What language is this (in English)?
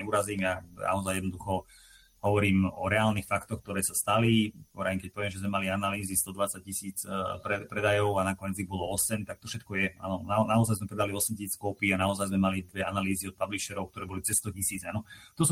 Slovak